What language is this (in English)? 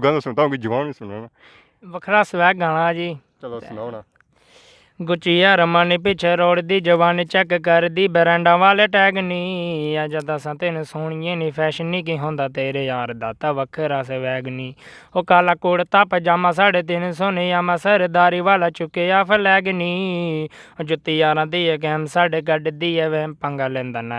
Pahari-Potwari